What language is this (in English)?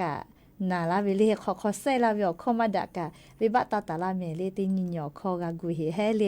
Lahu